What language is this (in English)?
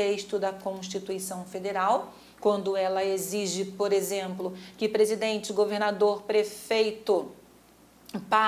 Portuguese